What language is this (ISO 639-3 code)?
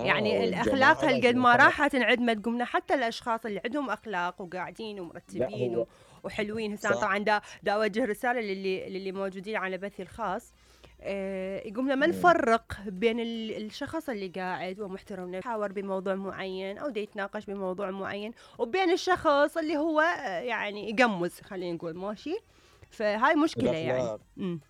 acm